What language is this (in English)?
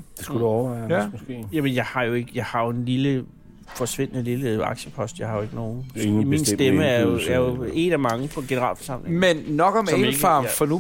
Danish